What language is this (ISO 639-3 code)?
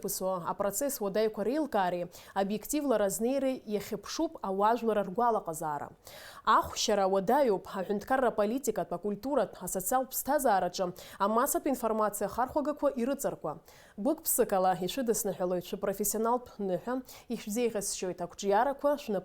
abk